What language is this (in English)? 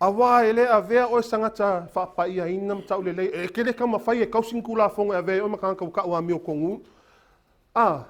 Samoan